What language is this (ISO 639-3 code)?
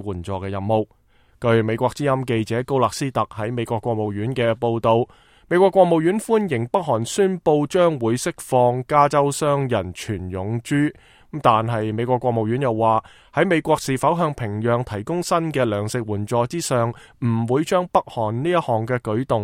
yue